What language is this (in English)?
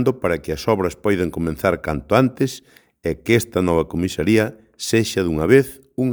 Galician